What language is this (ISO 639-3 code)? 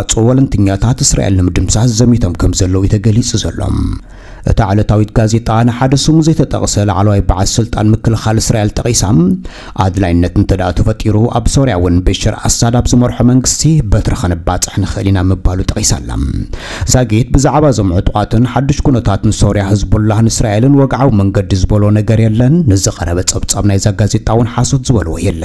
tir